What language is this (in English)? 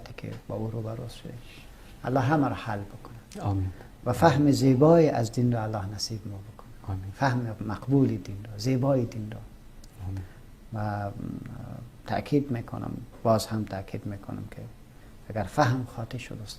Persian